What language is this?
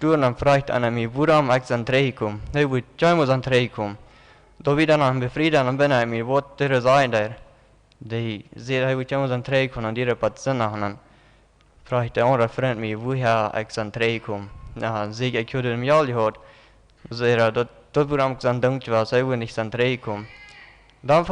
Plautdietsch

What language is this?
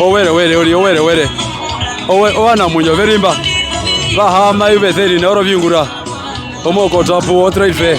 Herero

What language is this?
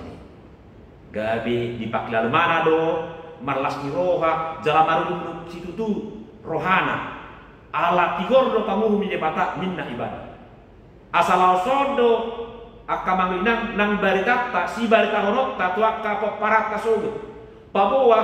Batak Toba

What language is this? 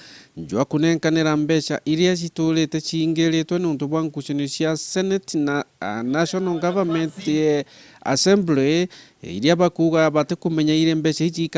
Meru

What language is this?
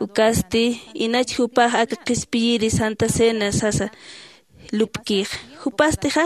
Aymara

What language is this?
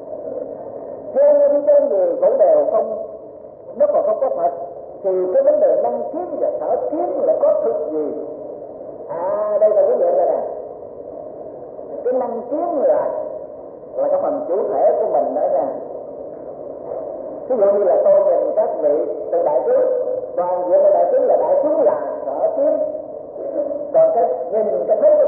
Vietnamese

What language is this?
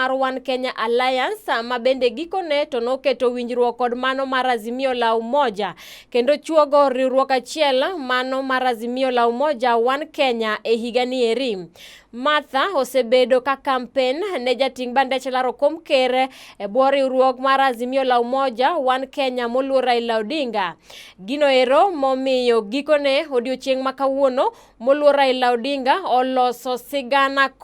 Luo (Kenya and Tanzania)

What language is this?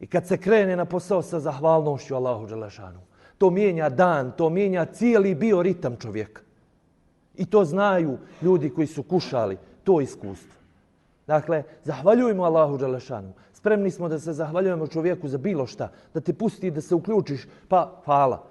Bosnian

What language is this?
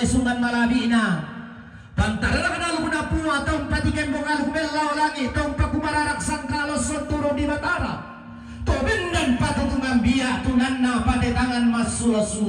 Toraja-Sa'dan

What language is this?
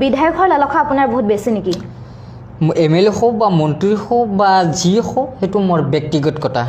Assamese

